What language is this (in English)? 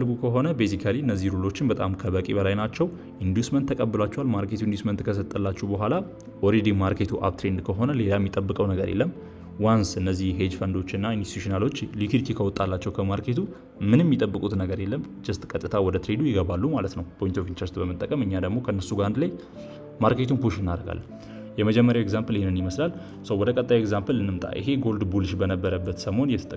Amharic